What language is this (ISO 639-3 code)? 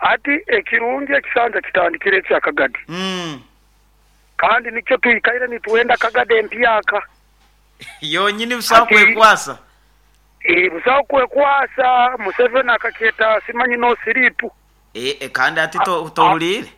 nyo